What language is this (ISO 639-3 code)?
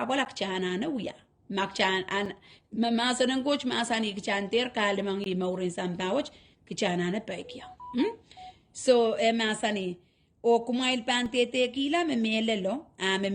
pon